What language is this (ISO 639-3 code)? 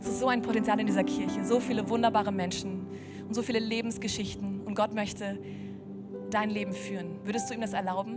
gsw